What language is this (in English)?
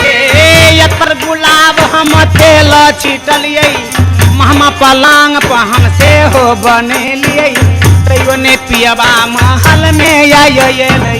Maithili